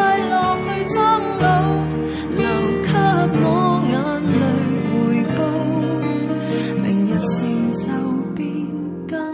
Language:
Chinese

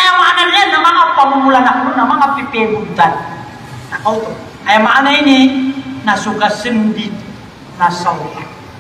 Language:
Maranao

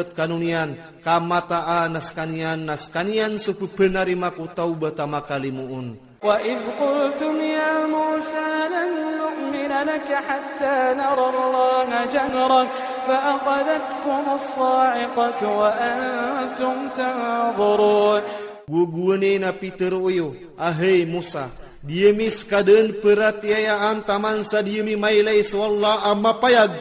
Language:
Iranun (Philippines)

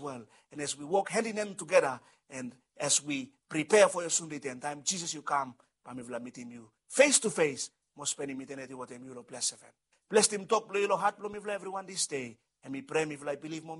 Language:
Bislama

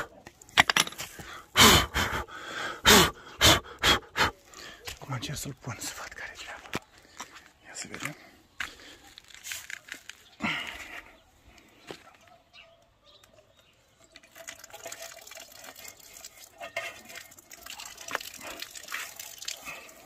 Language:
Romanian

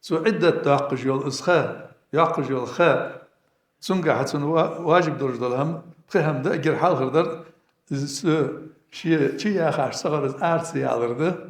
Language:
Ingush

